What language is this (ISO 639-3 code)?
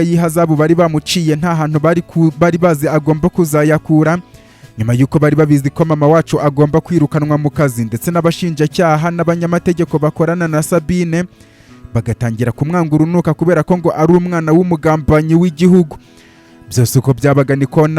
kin